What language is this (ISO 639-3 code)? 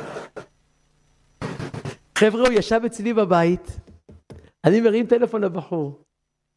heb